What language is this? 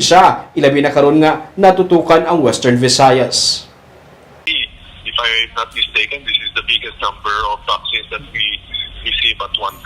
Hiligaynon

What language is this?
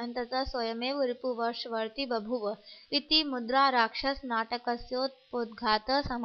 Sanskrit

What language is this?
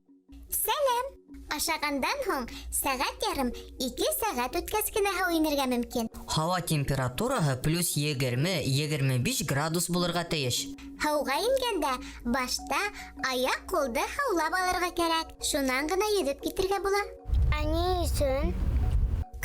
Bashkir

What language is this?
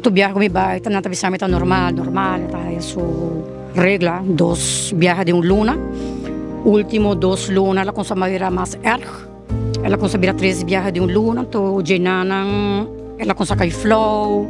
Papiamento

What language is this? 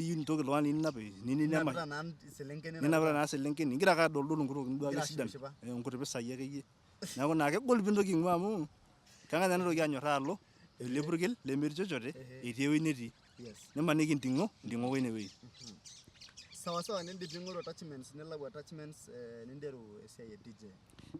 Masai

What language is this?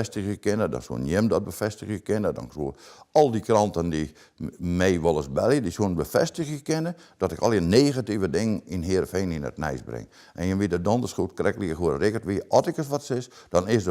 Western Frisian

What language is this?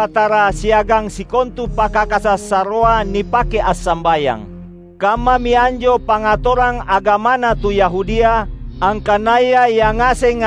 Makasar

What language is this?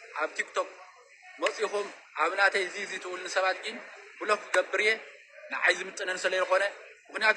Tigrinya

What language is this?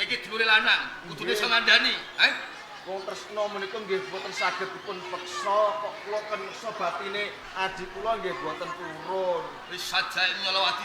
Javanese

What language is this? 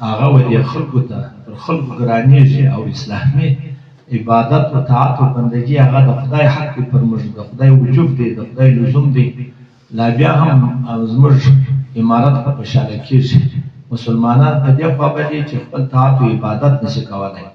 Pashto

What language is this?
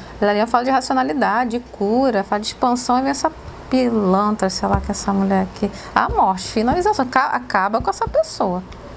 Portuguese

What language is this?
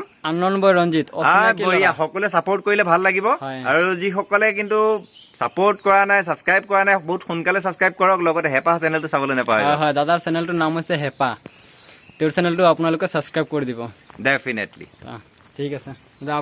Assamese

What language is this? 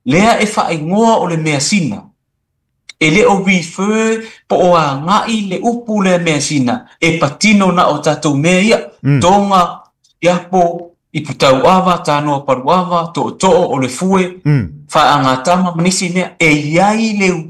Samoan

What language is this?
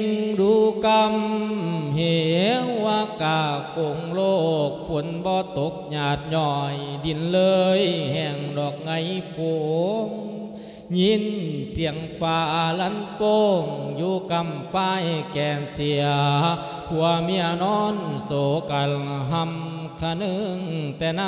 Lao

